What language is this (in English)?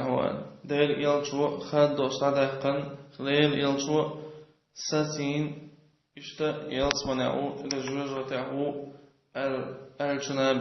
Chechen